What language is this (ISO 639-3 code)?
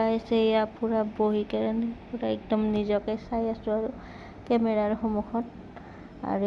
asm